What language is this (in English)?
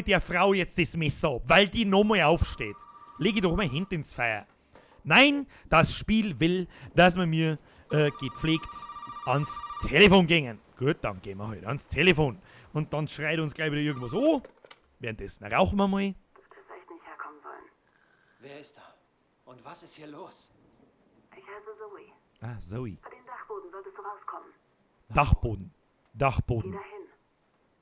Bavarian